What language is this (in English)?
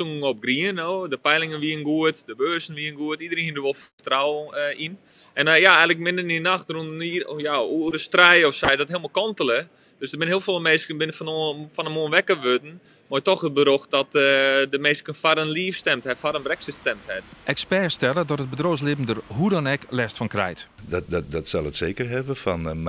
Western Frisian